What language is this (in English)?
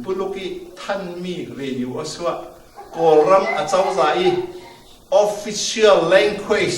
Falam Chin